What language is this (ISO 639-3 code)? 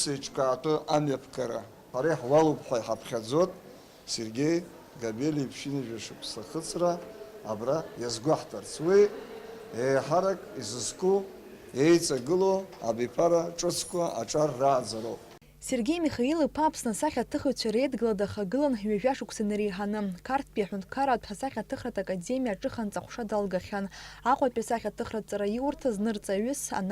abk